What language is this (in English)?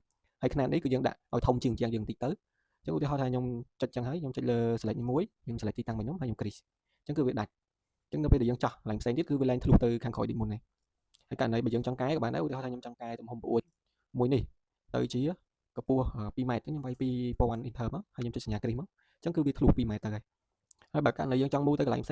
Khmer